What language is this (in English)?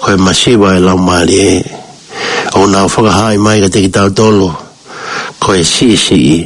Tongan